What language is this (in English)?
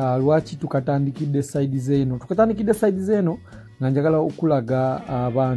Ganda